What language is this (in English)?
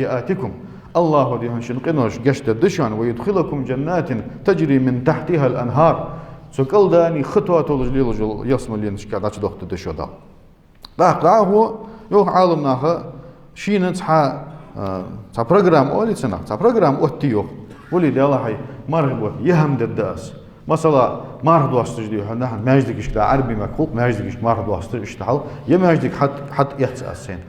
Ingush